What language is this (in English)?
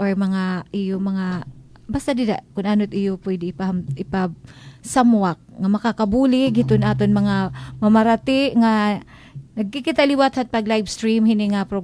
Waray